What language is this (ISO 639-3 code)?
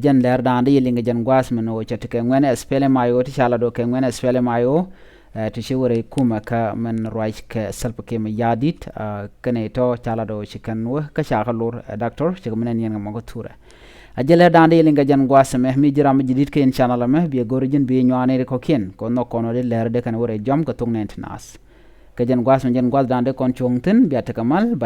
nus